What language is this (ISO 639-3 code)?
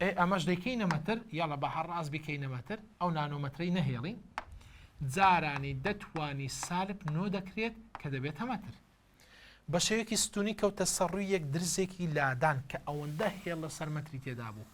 ckb